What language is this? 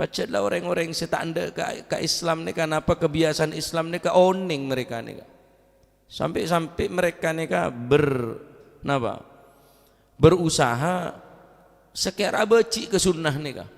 Madurese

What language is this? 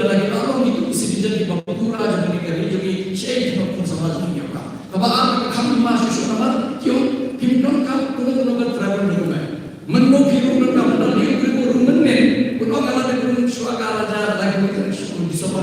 Khasi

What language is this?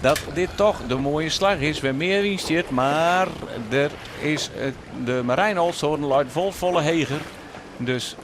Western Frisian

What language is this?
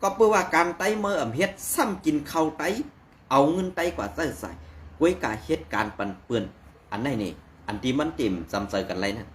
Shan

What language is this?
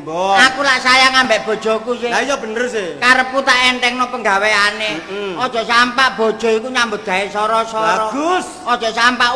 Javanese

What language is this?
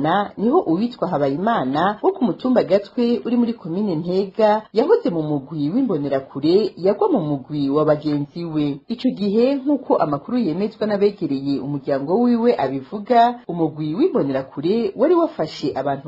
Rundi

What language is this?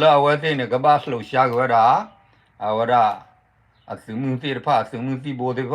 S'gaw Karen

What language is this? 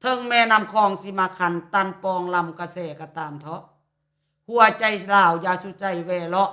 Lao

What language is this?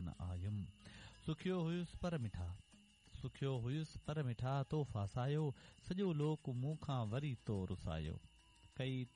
Sindhi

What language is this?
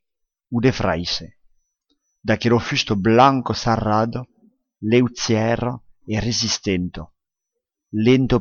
Occitan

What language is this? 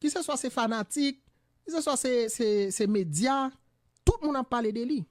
Haitian Creole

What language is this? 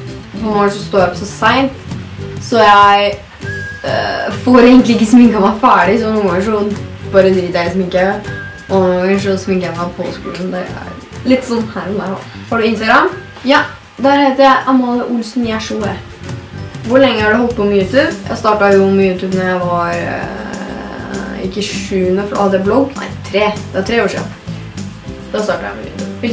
Norwegian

